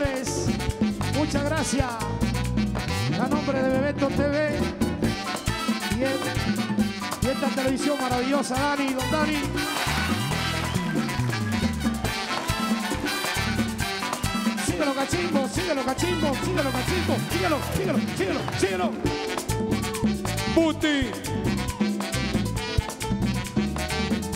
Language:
Spanish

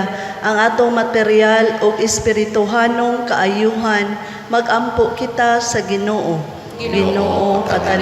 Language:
Cebuano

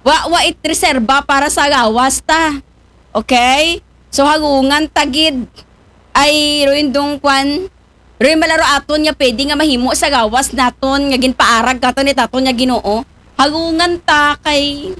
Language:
Aklanon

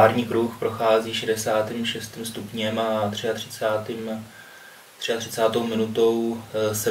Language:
Czech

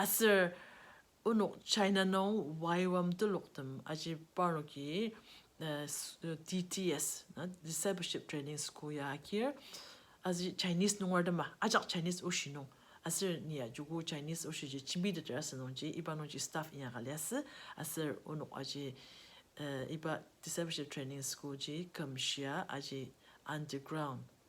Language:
Ao Naga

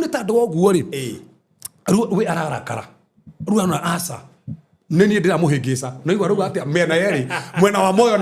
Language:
Kikuyu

